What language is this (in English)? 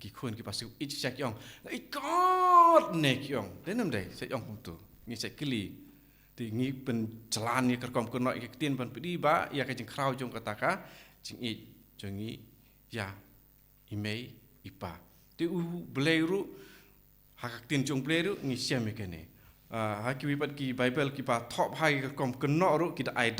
Khasi